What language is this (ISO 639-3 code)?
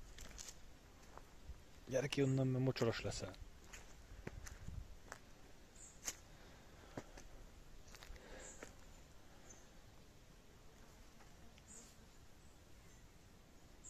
hun